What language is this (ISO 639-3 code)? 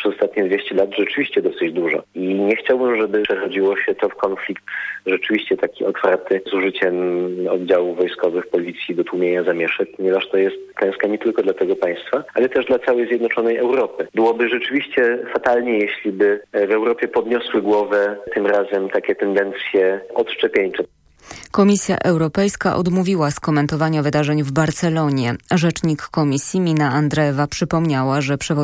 pol